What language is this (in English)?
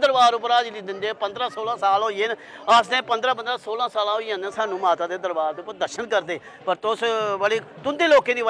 Dogri